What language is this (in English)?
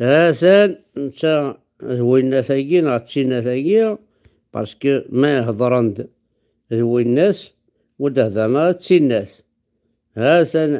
Kabyle